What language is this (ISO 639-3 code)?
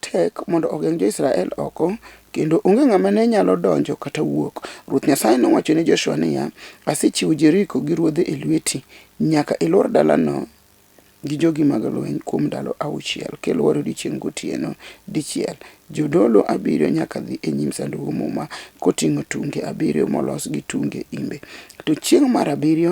luo